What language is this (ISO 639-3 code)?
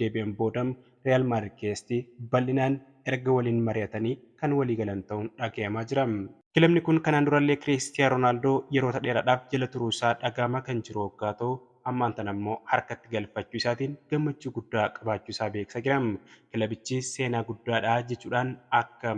orm